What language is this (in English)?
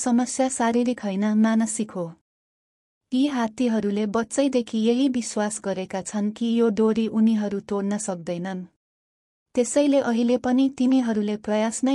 Nepali